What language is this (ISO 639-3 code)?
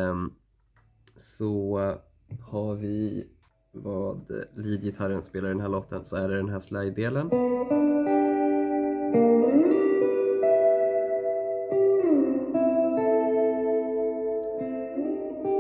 swe